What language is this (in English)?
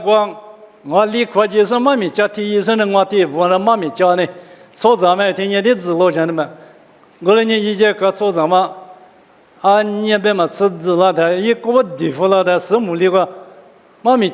Lisu